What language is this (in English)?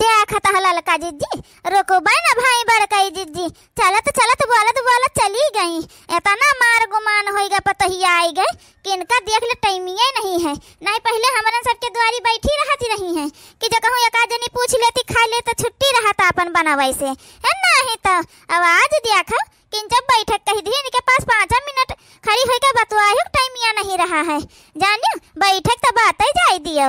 Awadhi